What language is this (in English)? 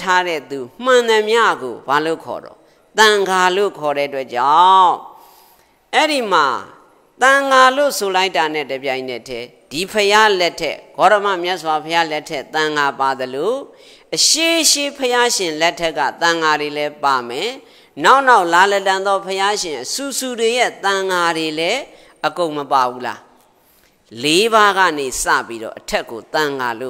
Burmese